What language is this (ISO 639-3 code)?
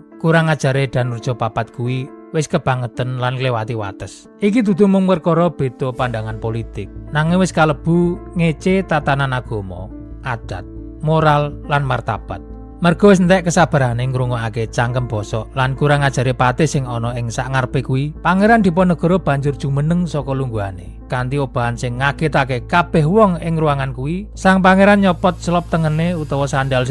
jav